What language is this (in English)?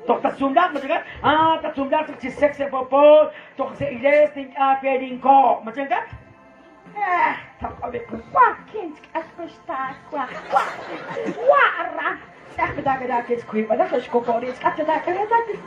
Kekchí